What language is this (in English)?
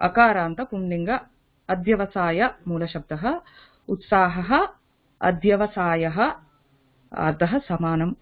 Sanskrit